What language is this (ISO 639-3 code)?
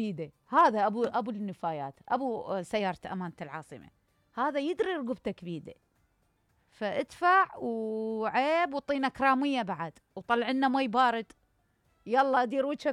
acm